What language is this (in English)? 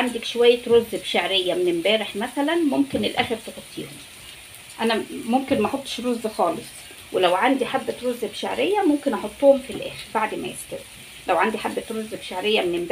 Egyptian Arabic